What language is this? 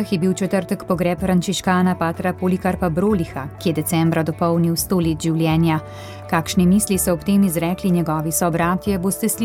Slovenian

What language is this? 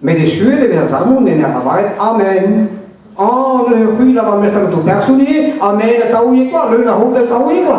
Breton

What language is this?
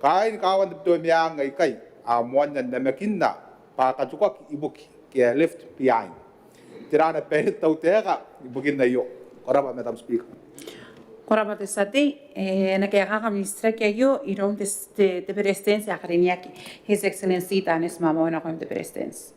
Gilbertese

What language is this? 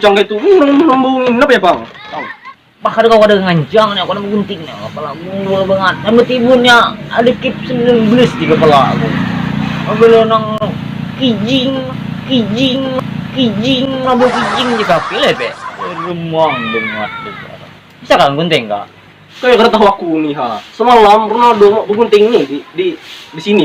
Banjar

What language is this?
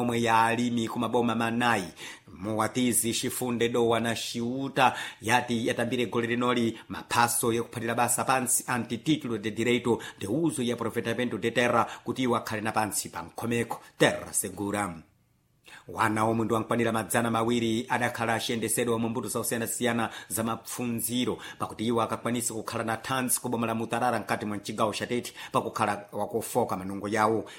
Sena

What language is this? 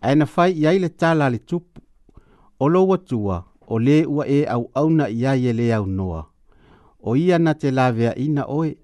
Samoan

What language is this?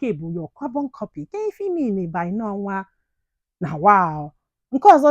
Igbo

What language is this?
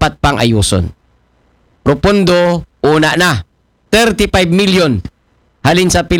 Aklanon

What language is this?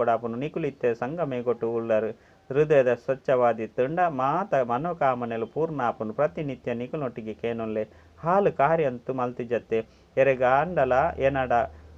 Tulu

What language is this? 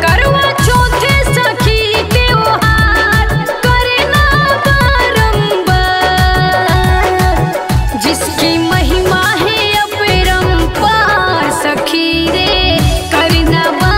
Bhojpuri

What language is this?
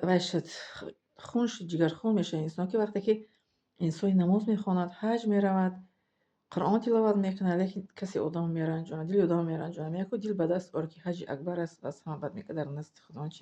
Tajik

